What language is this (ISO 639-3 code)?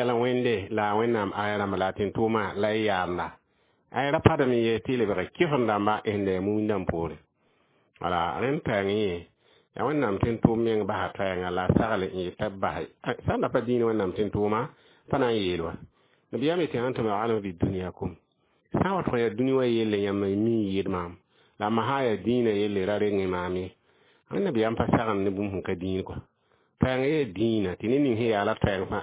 mos